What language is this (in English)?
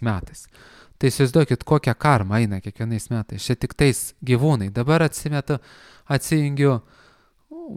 Lithuanian